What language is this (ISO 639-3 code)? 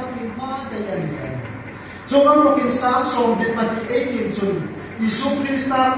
hmr